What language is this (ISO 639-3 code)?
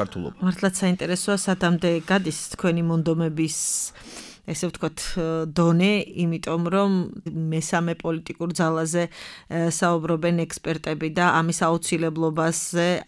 kat